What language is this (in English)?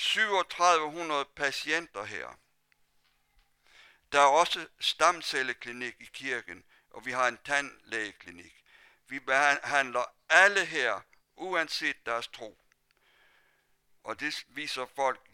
Danish